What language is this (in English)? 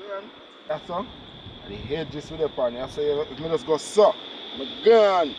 Jamaican Creole English